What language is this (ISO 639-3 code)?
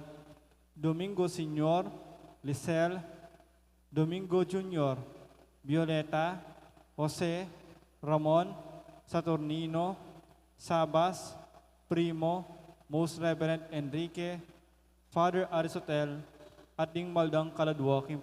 pam